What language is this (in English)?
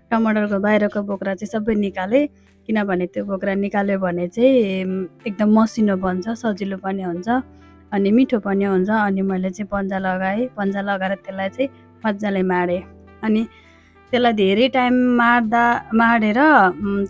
Nepali